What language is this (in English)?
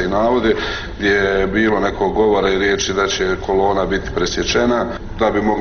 Bosnian